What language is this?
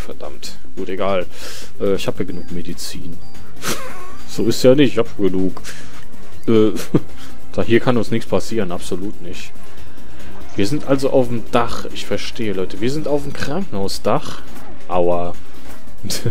German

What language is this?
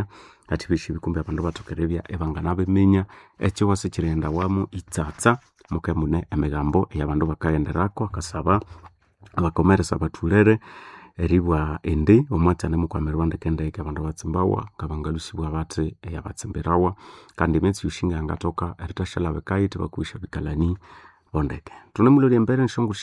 Nande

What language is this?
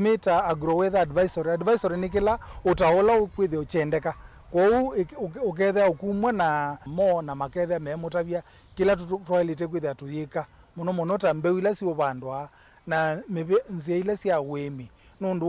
Kamba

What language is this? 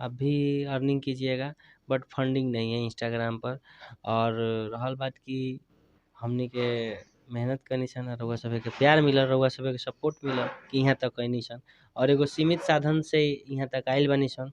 Bhojpuri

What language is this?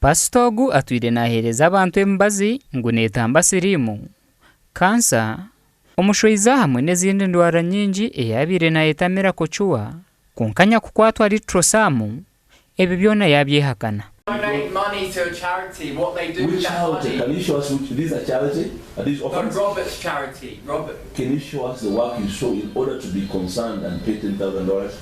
Nyankole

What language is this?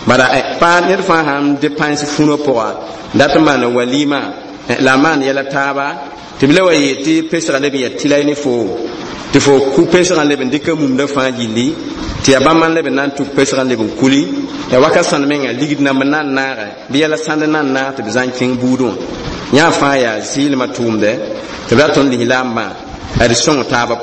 Mossi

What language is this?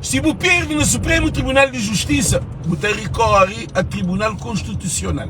Kabuverdianu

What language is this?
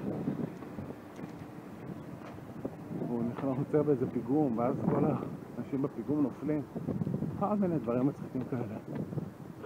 Hebrew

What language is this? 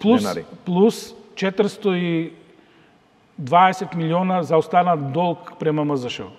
Macedonian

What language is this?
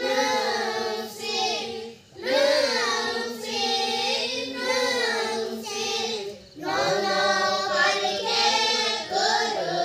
Kok Borok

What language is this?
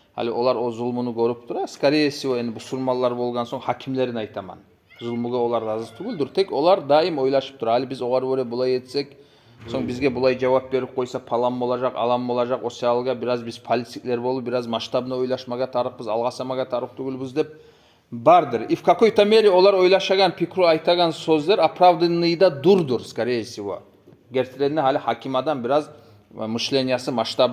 Kumyk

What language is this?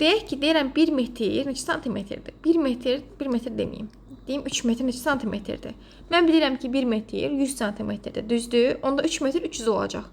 Azerbaijani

